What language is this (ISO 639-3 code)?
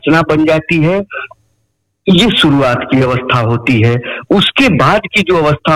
hin